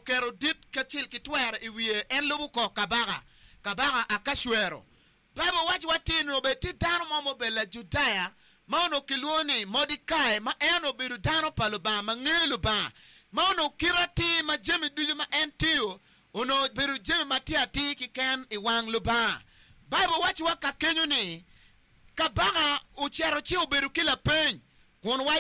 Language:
Acoli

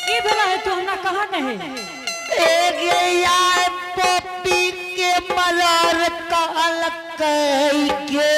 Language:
Angika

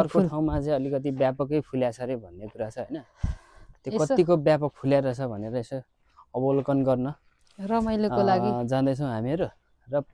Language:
Nepali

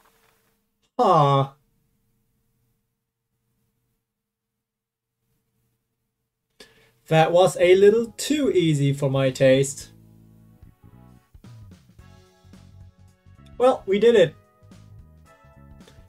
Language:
English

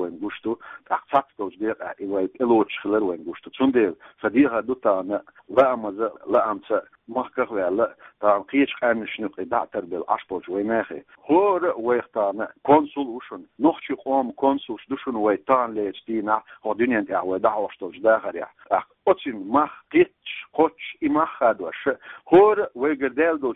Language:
Chechen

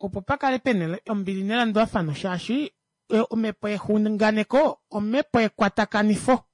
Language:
Kuanyama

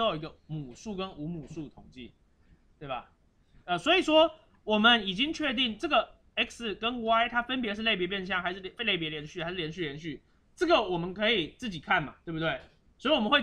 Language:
Chinese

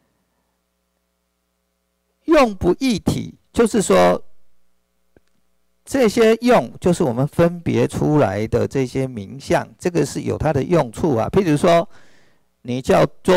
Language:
Chinese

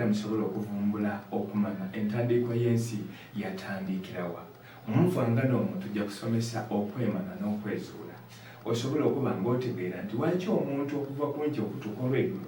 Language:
Soga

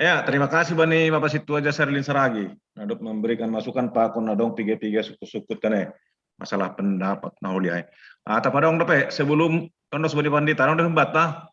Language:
Batak Simalungun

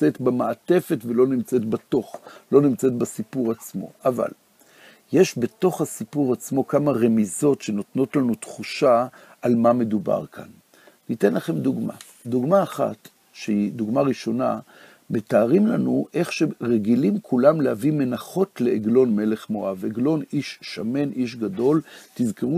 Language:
Hebrew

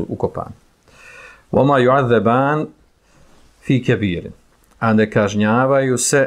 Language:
Bosnian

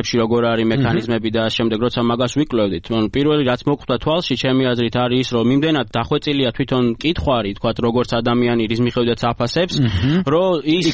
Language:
Georgian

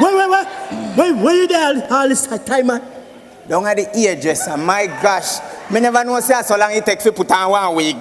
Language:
Jamaican Creole English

